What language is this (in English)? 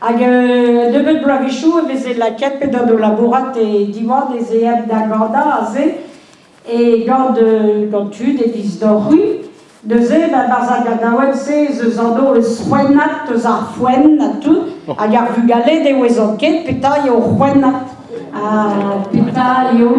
Breton